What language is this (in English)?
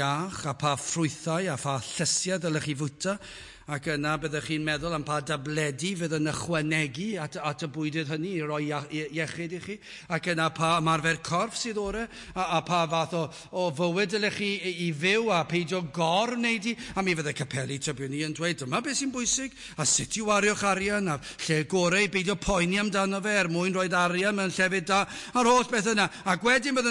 Welsh